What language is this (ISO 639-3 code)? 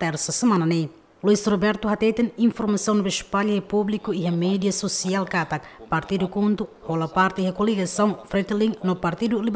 tet